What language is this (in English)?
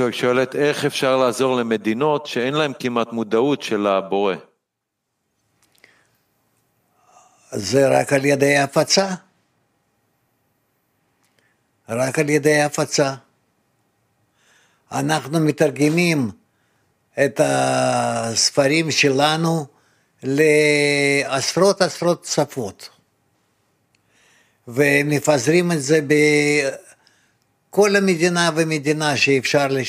Hebrew